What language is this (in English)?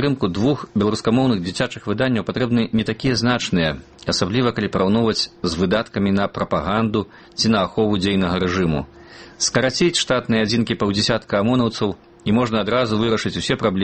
Belarusian